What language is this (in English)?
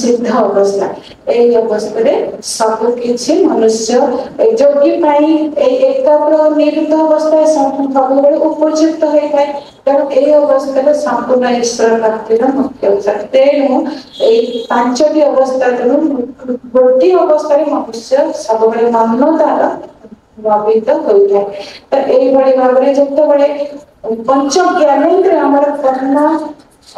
Odia